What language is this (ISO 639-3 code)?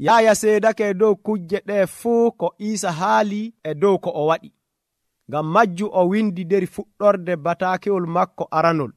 fuv